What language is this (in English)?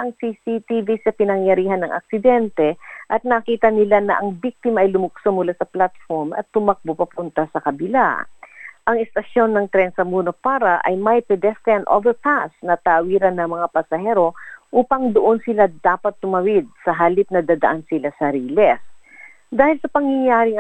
Filipino